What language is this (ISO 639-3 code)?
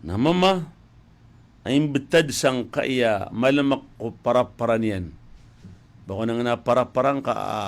mrw